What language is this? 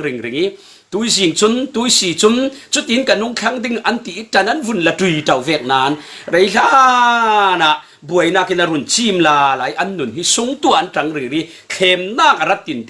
Falam Chin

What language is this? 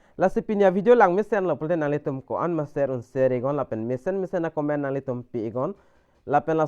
Karbi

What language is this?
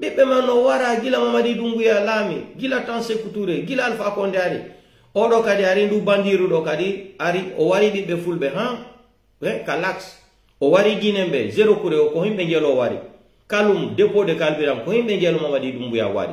Pular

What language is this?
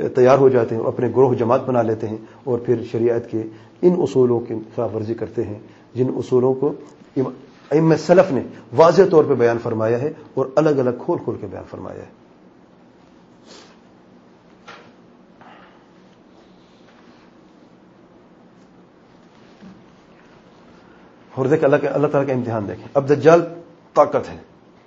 Urdu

